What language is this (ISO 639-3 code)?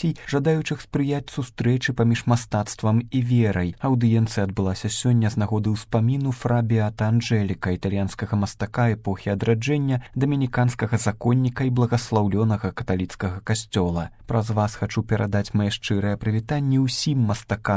bel